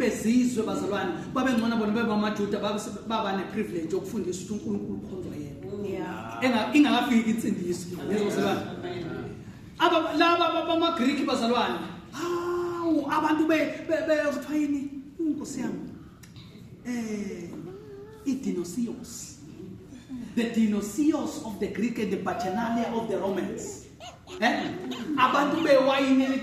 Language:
Zulu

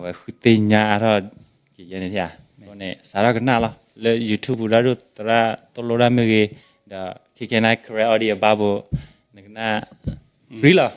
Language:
S'gaw Karen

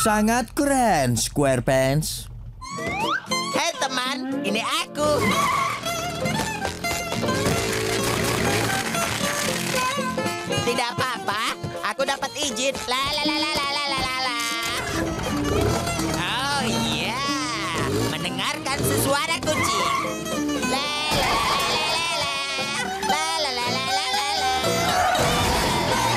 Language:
Indonesian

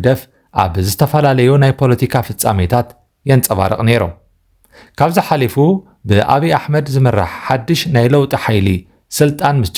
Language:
Tigrinya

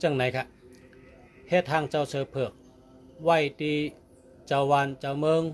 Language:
Shan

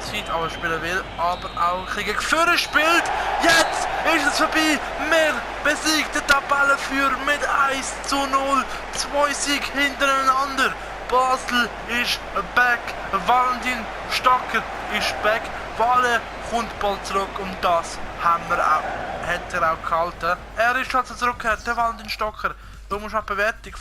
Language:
Swiss German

